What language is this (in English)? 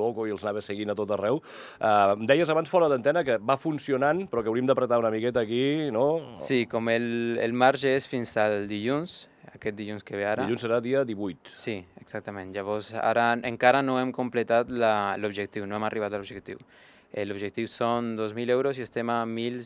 Catalan